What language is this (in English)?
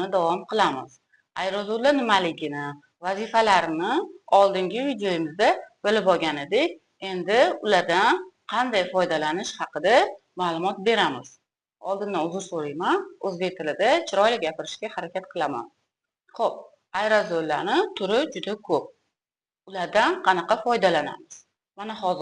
Uzbek